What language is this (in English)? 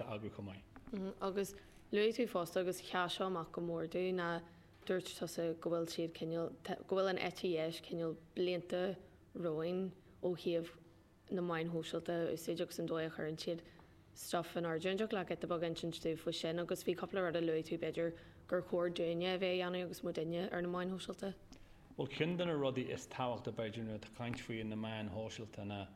Irish